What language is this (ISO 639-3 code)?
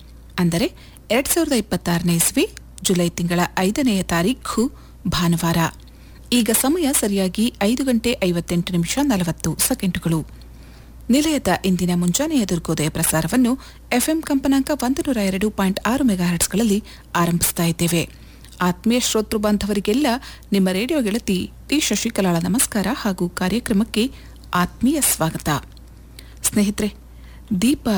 kan